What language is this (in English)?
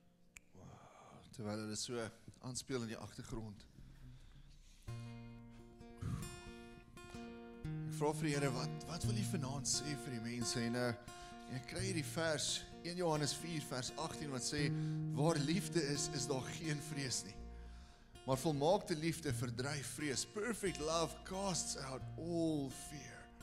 Afrikaans